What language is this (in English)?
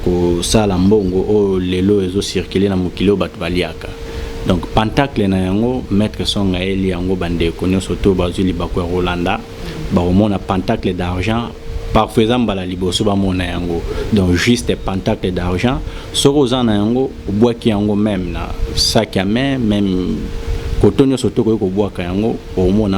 Lingala